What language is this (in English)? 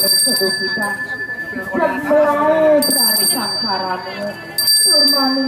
Balinese